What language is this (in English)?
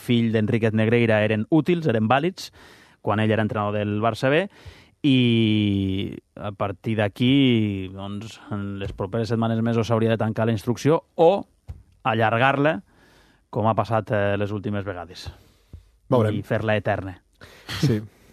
Catalan